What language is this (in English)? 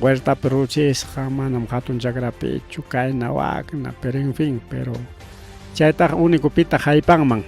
Ayacucho Quechua